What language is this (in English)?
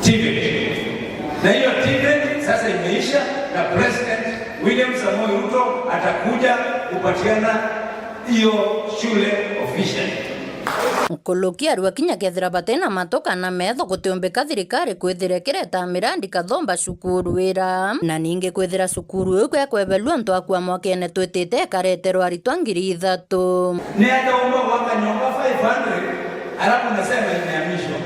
Meru